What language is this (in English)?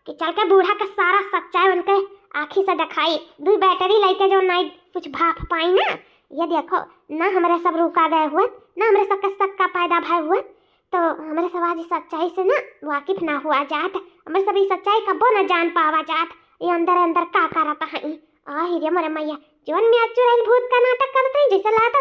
Awadhi